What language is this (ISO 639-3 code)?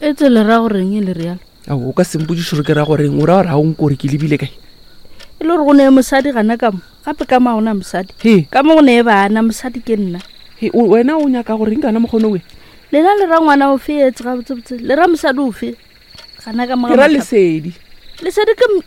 nso